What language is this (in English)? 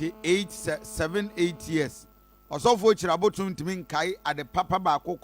Akan